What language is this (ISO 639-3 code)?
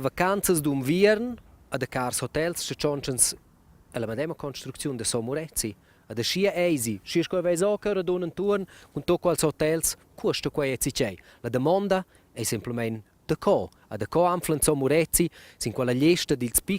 roh